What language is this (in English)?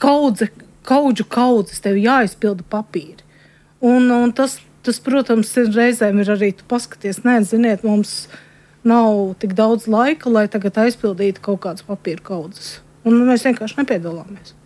Latvian